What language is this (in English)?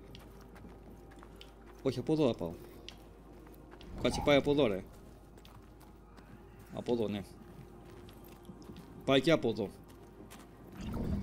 Greek